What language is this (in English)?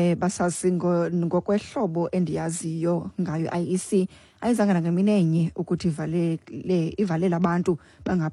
Xhosa